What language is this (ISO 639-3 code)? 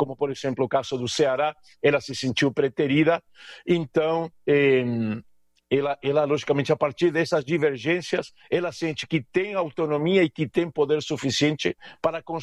por